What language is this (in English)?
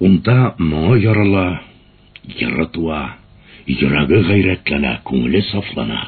Bashkir